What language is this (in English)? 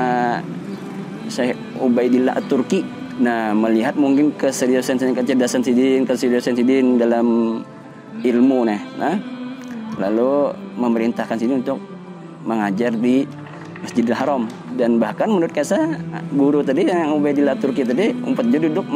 Banjar